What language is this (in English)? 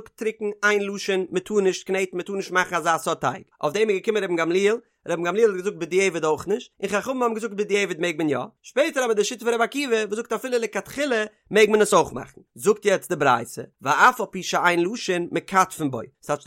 Yiddish